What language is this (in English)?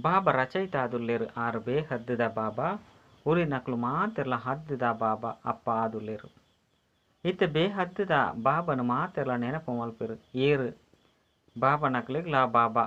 Tulu